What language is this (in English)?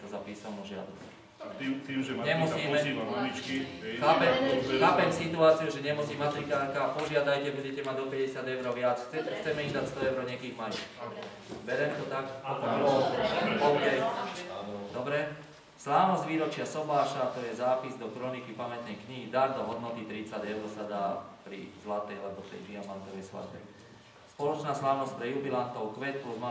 Slovak